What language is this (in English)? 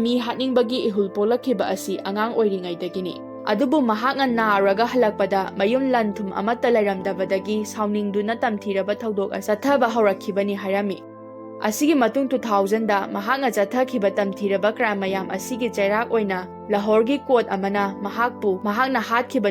Manipuri